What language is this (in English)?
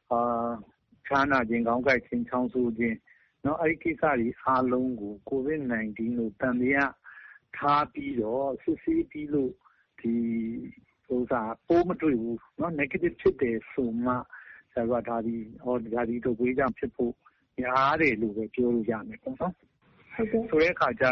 Burmese